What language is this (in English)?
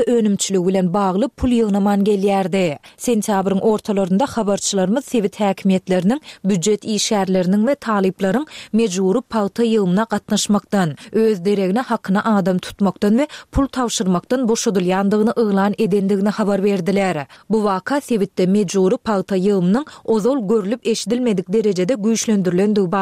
Turkmen